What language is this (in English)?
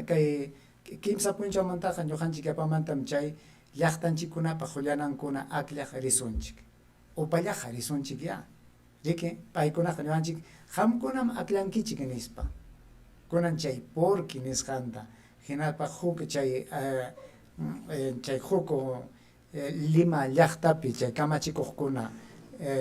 Ayacucho Quechua